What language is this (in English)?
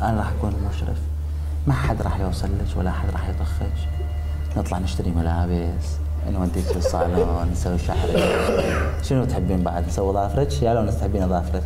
Mesopotamian Arabic